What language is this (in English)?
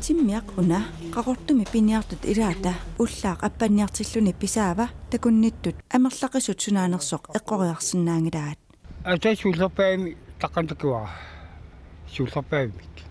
Kalaallisut